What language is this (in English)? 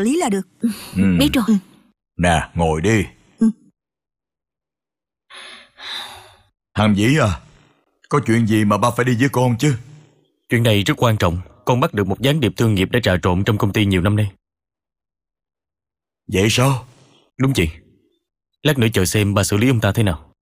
Vietnamese